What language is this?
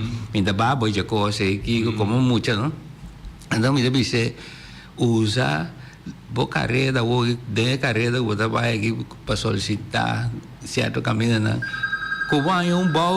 Papiamento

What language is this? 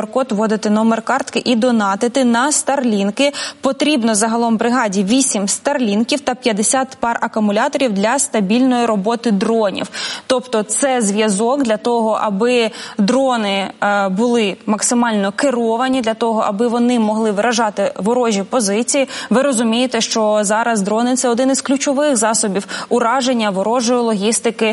Ukrainian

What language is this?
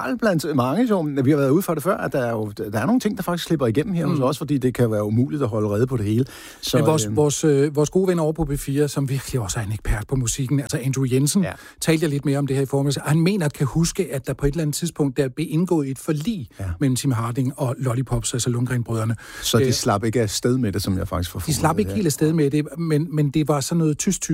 Danish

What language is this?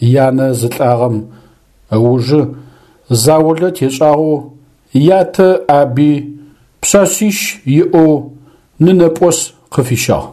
Adyghe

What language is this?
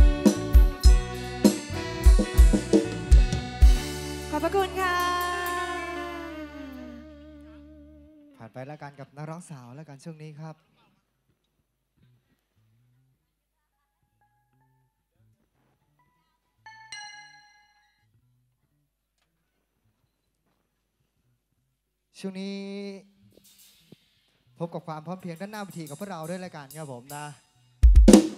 Thai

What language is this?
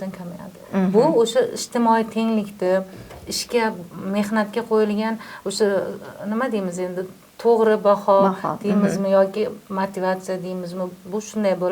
Uzbek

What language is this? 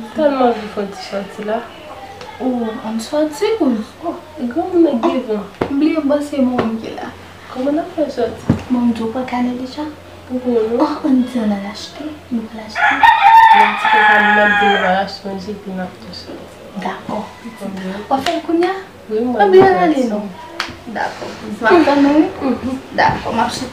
Haitian Creole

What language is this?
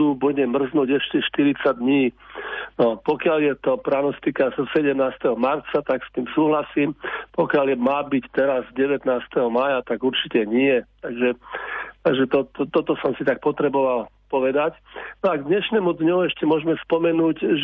Slovak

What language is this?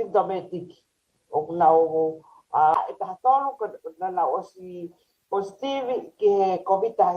Tongan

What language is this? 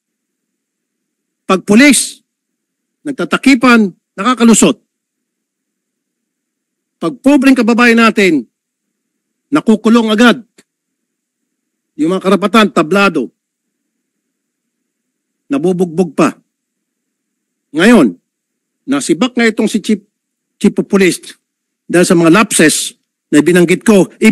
Filipino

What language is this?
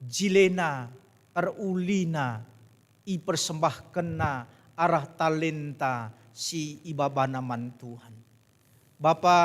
Batak Karo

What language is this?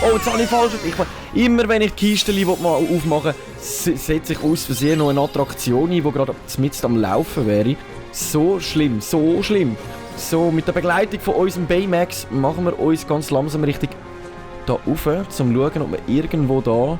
Swiss German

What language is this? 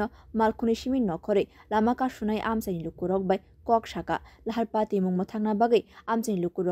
Kok Borok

